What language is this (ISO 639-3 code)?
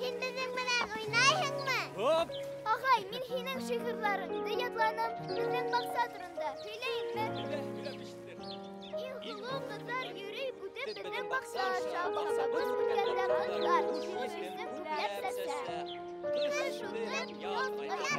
bak